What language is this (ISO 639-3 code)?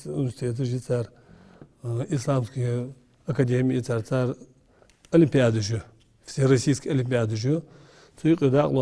inh